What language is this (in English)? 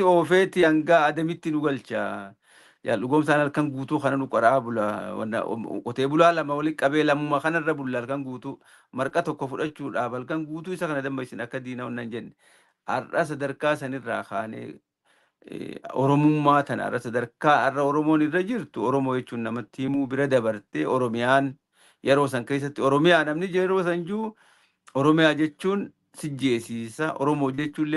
Oromo